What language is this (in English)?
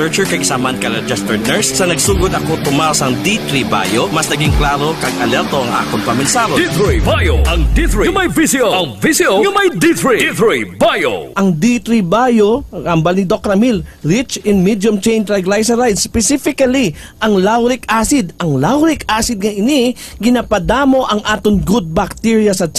Hiligaynon